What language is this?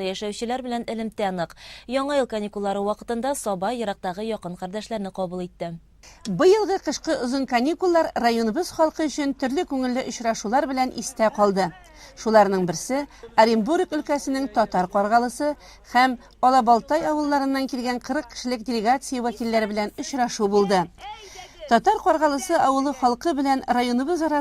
Tatar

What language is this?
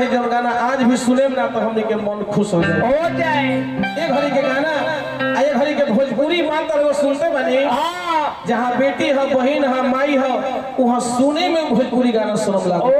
Bhojpuri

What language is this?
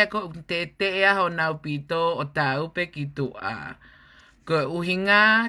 Tongan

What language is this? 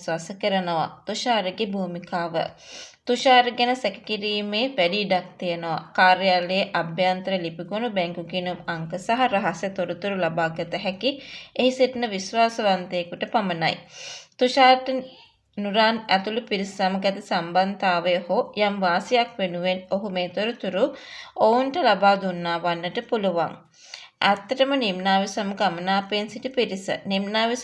Sinhala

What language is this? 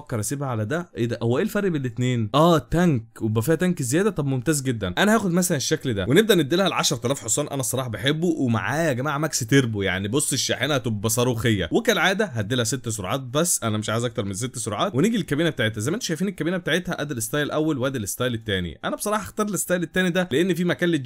Egyptian Arabic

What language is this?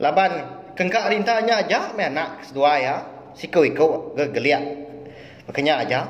Iban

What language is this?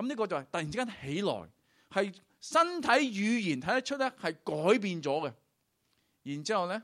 Cantonese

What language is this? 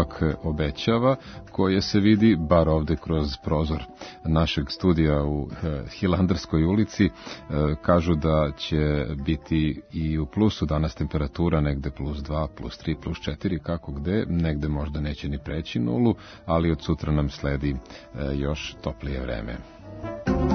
Serbian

